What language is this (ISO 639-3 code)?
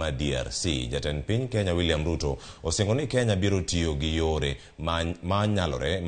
luo